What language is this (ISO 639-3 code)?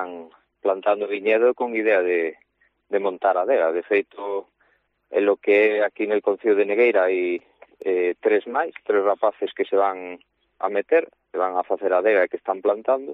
glg